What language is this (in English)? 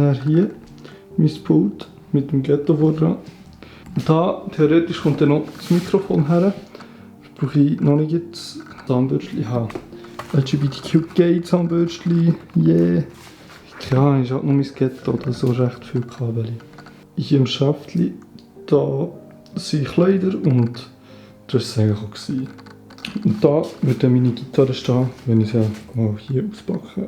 Swiss German